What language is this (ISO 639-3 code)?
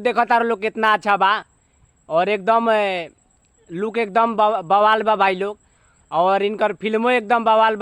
bho